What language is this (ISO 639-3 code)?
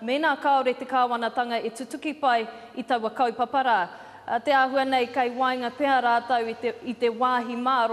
mri